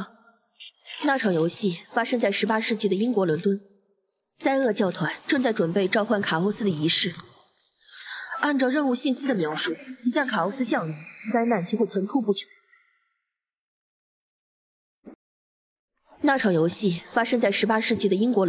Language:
Chinese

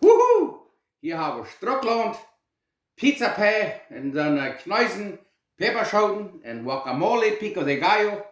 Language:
Plautdietsch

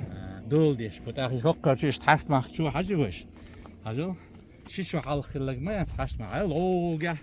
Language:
Chechen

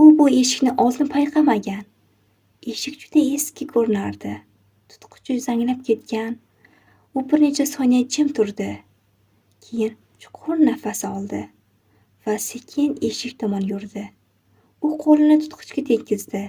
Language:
Uzbek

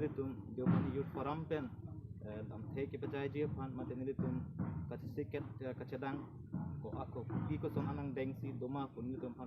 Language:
Karbi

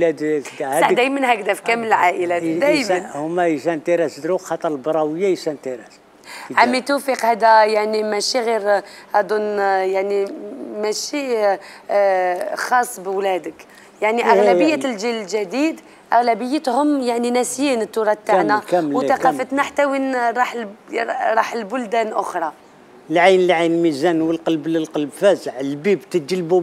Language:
Algerian Arabic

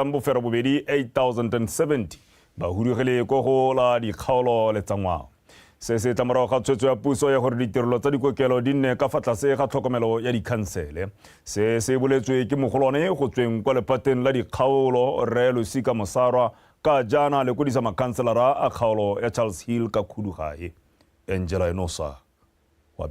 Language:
Tswana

